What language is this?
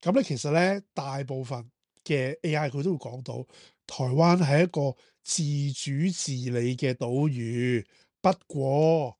Cantonese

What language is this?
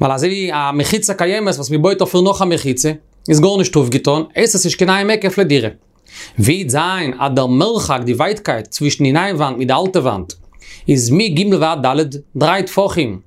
Yiddish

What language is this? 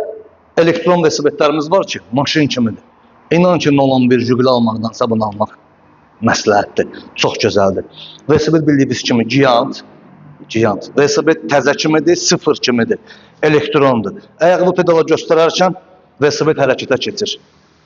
Azerbaijani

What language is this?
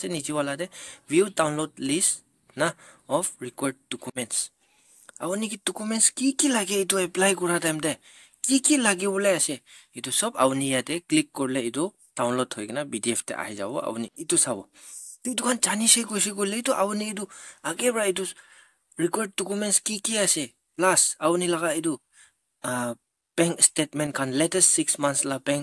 Naga Pidgin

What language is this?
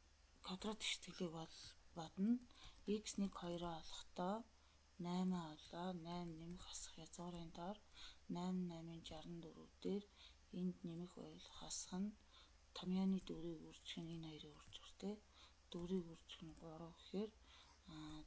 Mongolian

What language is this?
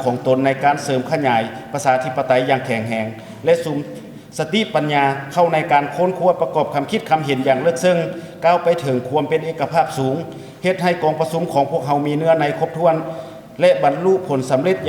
Lao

